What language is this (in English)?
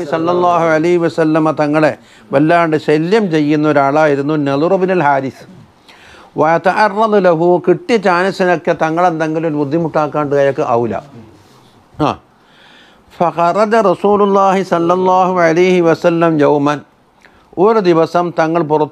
Malayalam